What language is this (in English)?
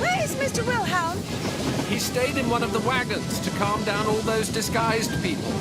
Bavarian